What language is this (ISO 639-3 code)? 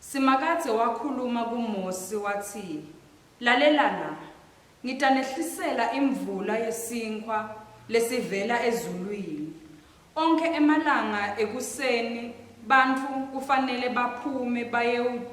ssw